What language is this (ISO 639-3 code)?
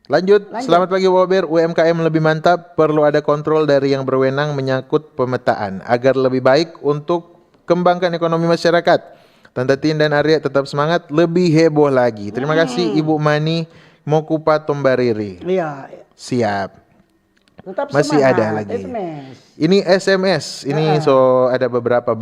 xmm